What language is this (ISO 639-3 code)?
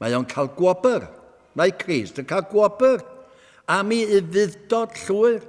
cym